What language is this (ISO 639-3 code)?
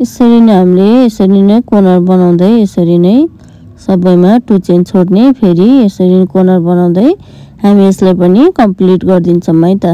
nep